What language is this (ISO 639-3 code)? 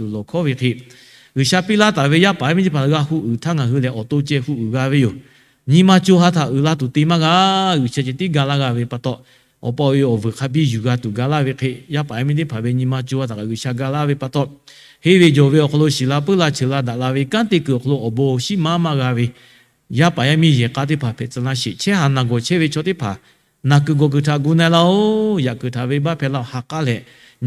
lhu